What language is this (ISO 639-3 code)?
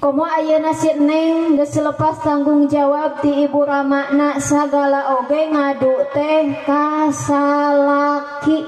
sun